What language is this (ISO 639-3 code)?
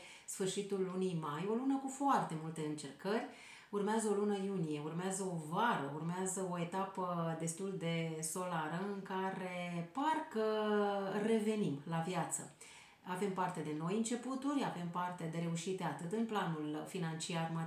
ron